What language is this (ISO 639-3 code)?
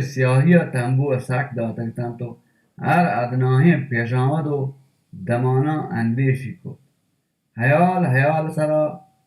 bal